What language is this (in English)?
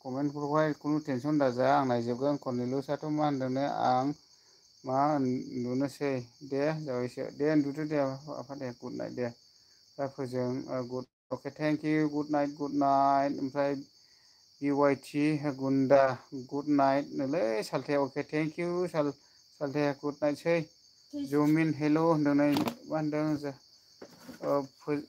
Bodo